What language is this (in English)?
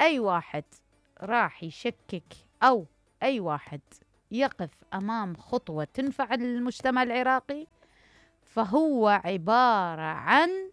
Mesopotamian Arabic